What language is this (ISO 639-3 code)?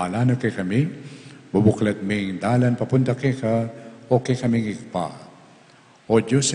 pam